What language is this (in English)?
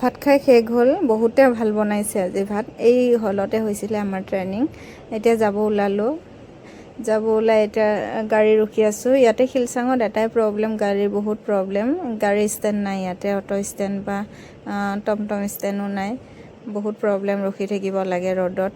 Assamese